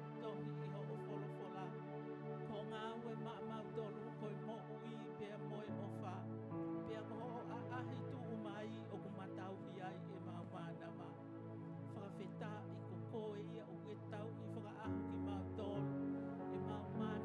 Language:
Tongan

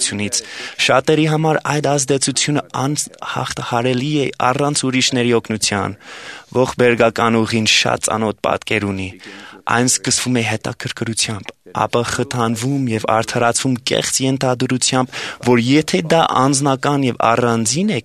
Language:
Armenian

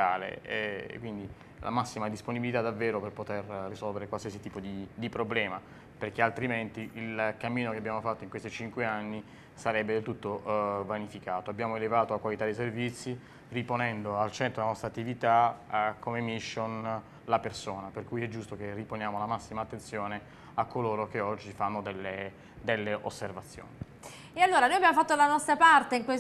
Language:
Italian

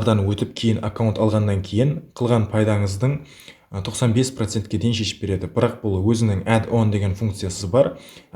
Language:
Kara-Kalpak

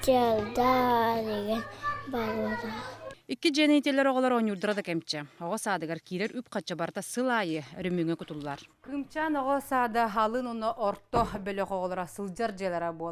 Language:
Yakut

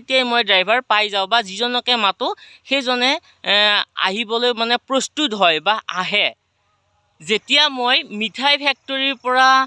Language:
Assamese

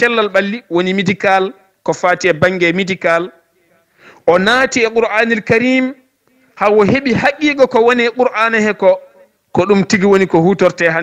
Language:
Fula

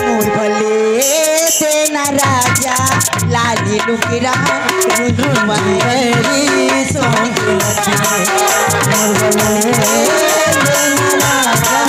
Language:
Chhattisgarhi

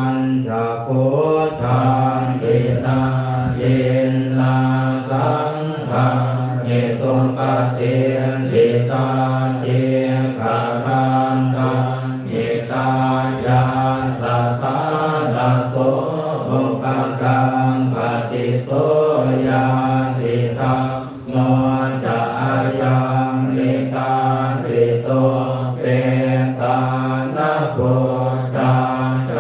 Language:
Pali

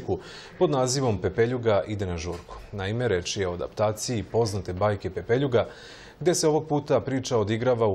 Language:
Serbian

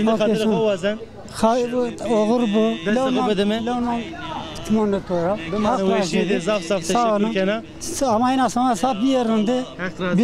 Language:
Zaza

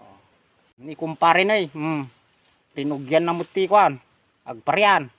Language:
Iloko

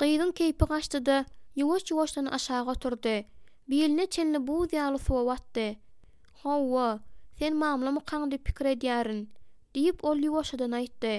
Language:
Turkmen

